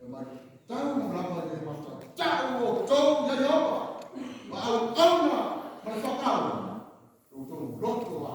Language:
Samoan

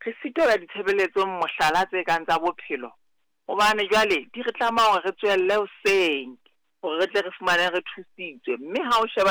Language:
Southern Sotho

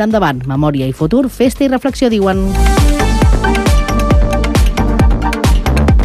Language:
Catalan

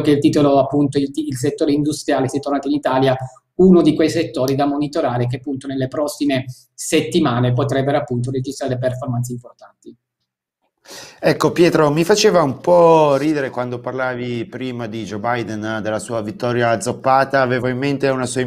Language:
Italian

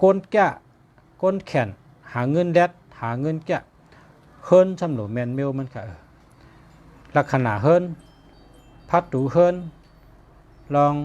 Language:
Shan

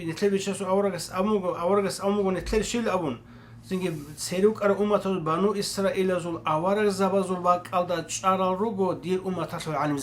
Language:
Avaric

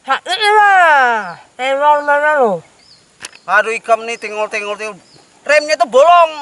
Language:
Banjar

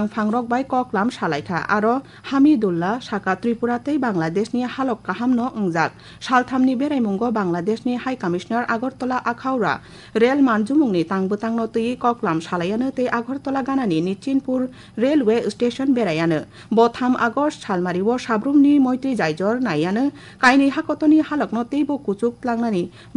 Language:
Kok Borok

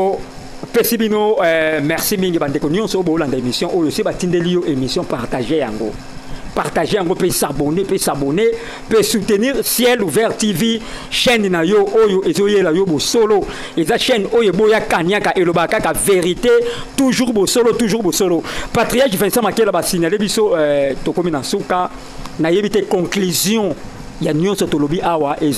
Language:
Lingala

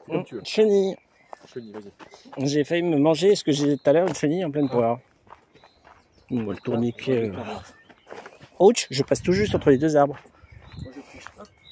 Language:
French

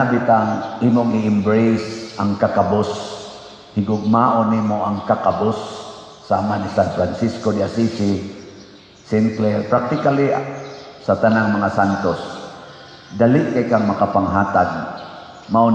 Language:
Cebuano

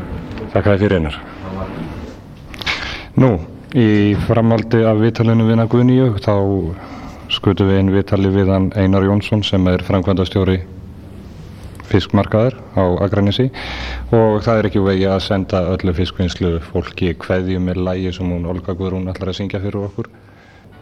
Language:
Icelandic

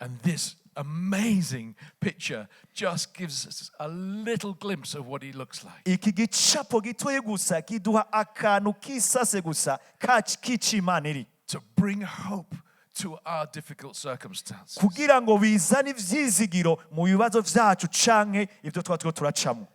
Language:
Rundi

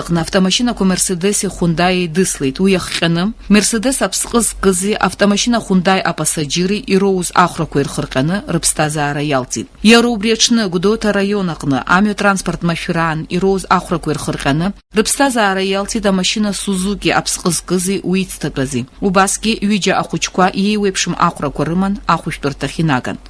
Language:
Abkhazian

